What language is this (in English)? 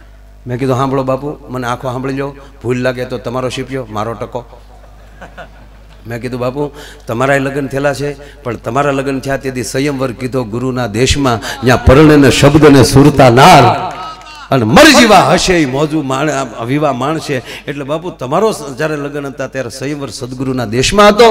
Gujarati